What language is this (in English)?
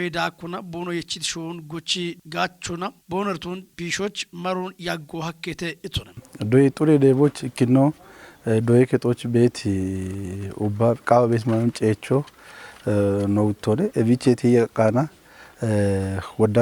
Kafa